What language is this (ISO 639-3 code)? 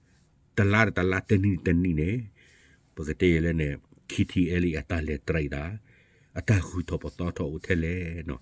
ksw